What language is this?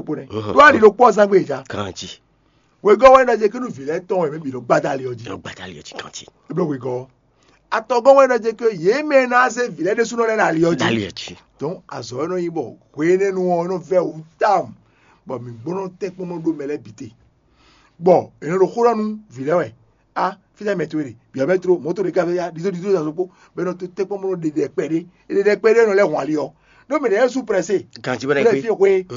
Fon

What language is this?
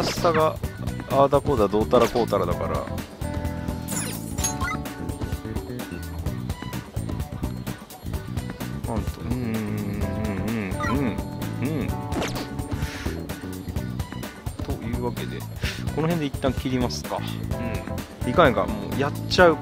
Japanese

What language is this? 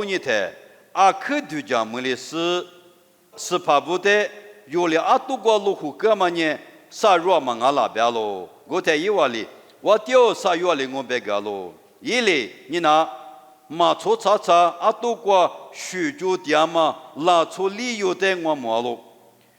Lisu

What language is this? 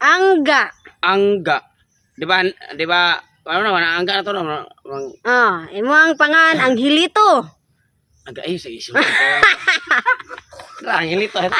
Cebuano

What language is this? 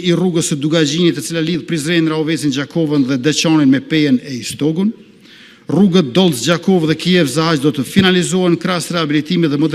Albanian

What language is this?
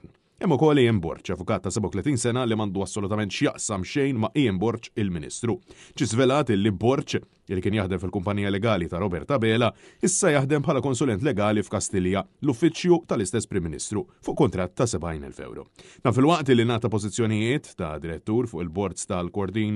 Maltese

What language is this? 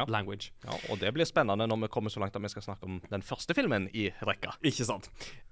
Norwegian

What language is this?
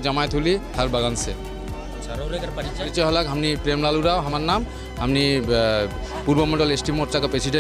Sadri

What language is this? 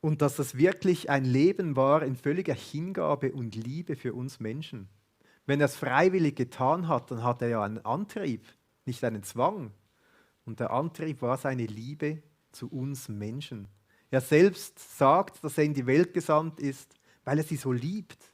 Swiss German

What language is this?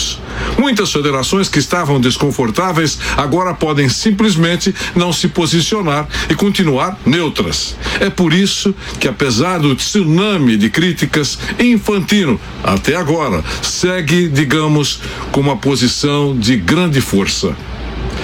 Portuguese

